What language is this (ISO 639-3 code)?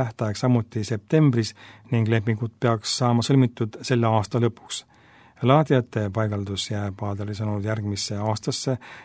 est